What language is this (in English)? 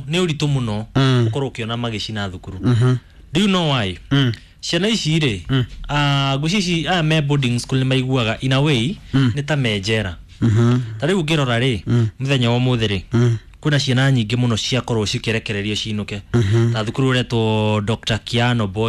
Kikuyu